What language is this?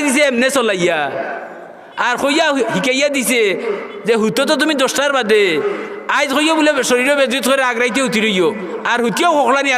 Sylheti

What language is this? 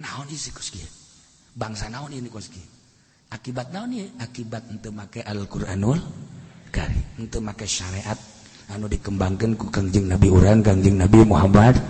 Sundanese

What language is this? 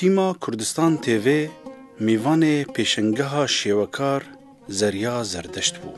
Kurdish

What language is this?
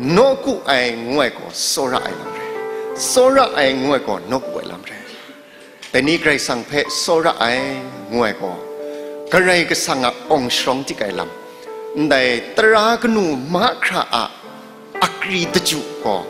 Kachin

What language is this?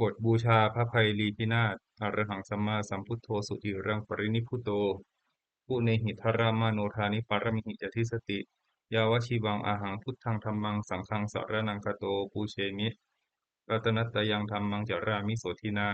Pali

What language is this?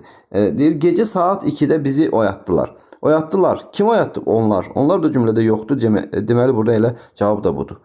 Azerbaijani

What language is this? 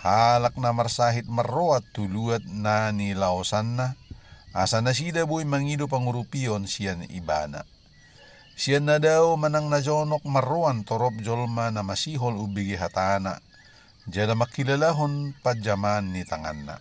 Batak Toba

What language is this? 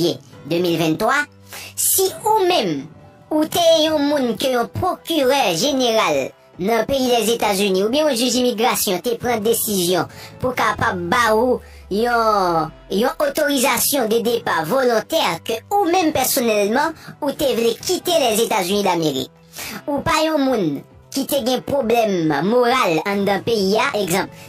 Haitian Creole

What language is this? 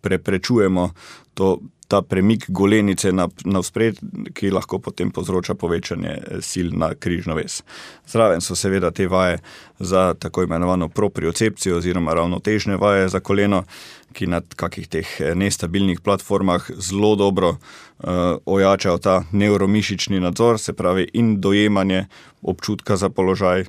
Slovenian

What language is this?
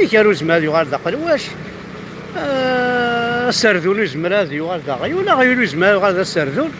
Kabyle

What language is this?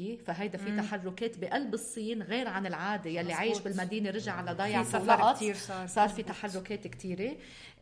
North Levantine Arabic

